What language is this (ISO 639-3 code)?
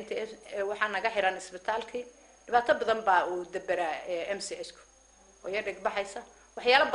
som